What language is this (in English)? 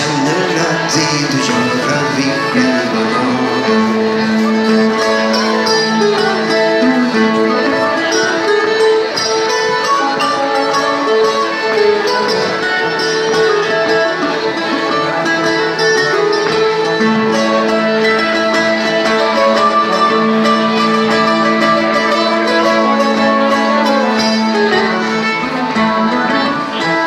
Swedish